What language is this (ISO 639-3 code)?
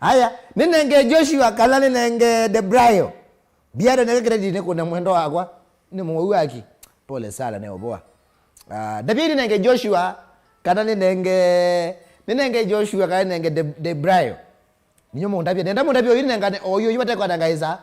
kam